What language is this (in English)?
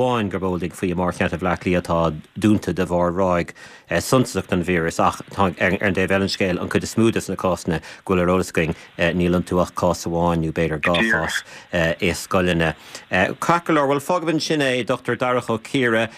Irish